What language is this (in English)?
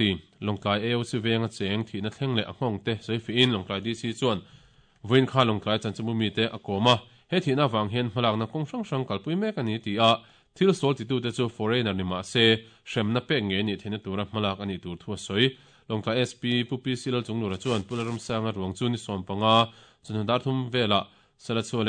Mizo